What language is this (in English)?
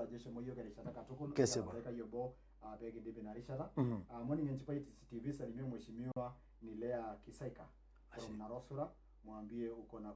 Masai